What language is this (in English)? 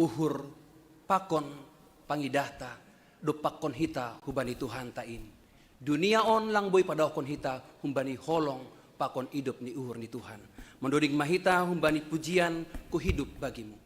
Batak Simalungun